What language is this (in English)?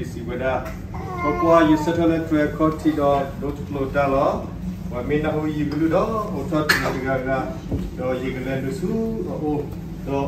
S'gaw Karen